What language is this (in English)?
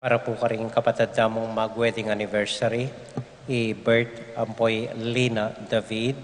Pampanga